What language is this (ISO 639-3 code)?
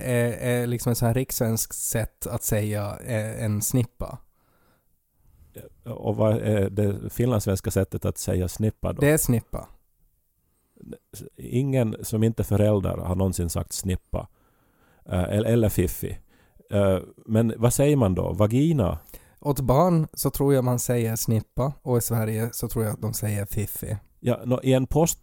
swe